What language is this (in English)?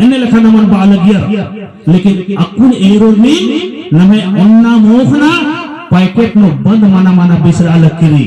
Kurukh